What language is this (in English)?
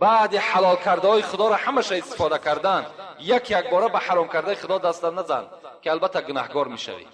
Tajik